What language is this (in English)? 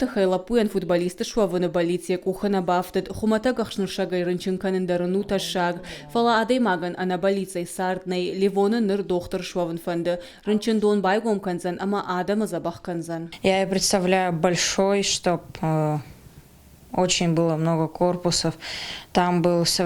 Ossetic